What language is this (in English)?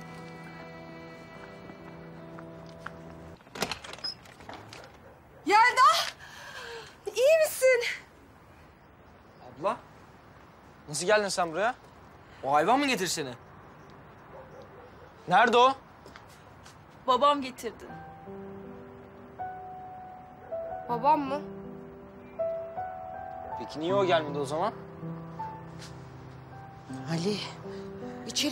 Turkish